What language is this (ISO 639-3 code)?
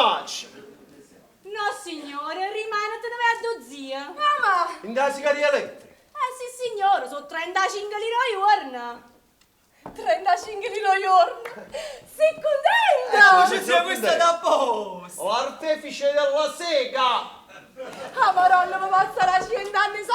nap